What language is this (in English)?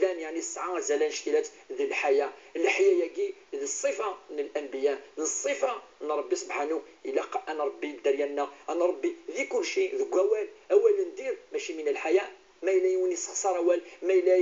Kabyle